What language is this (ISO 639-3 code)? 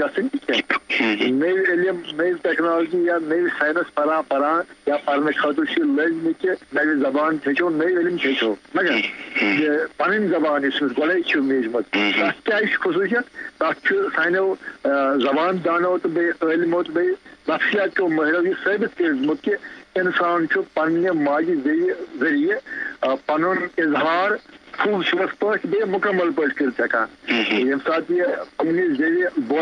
kas